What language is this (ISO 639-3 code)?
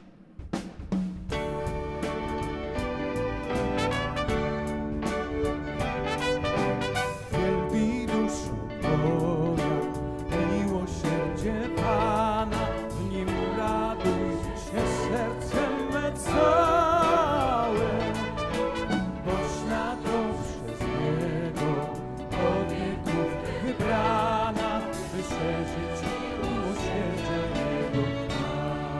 pol